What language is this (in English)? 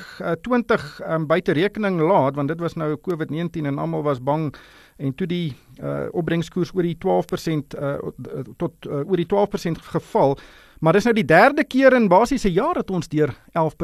Afrikaans